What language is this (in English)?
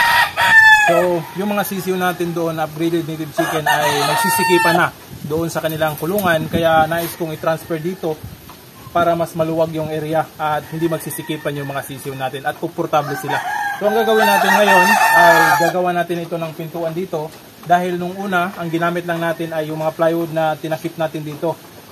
Filipino